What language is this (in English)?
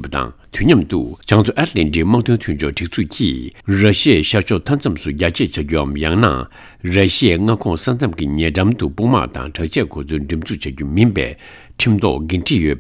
Tibetan